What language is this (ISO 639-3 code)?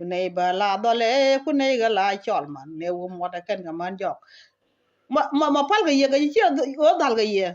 nus